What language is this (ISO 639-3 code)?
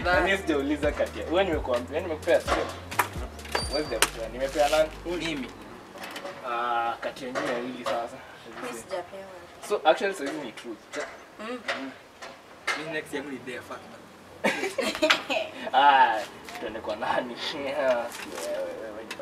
swa